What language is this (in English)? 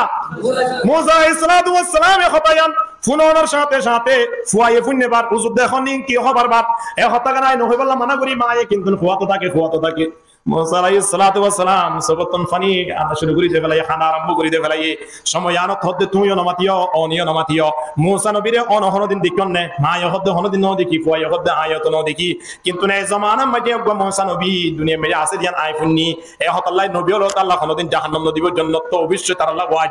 Rohingya